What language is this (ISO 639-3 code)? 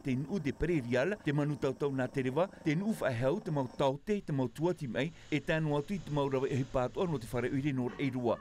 tah